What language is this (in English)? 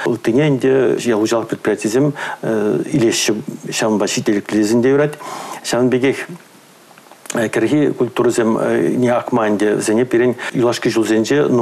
Chuvash